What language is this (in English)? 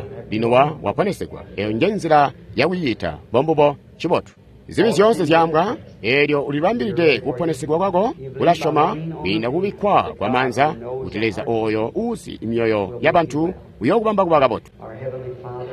Tonga (Zambia)